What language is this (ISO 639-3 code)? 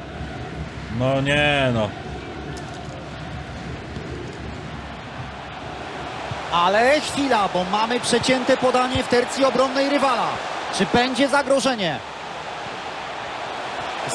pol